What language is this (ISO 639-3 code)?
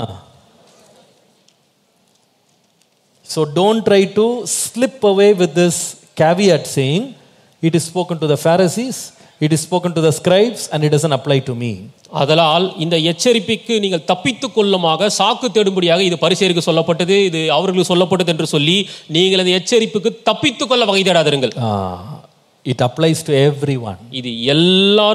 tam